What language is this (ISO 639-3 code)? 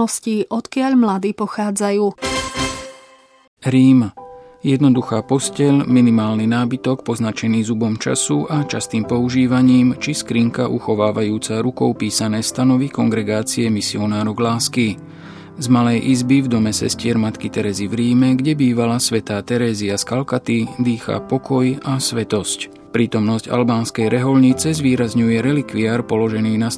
slk